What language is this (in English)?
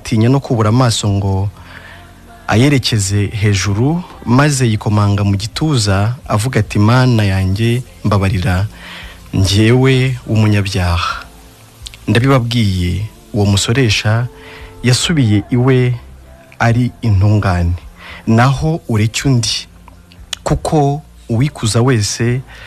Kinyarwanda